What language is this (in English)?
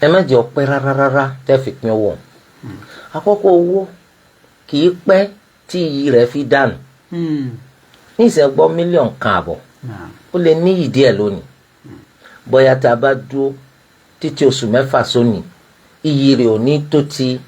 Yoruba